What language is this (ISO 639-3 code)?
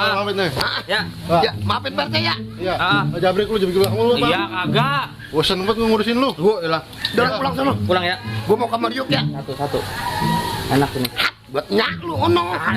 bew